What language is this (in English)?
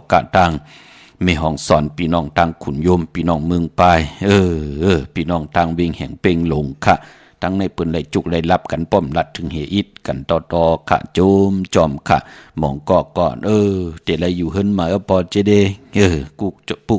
Shan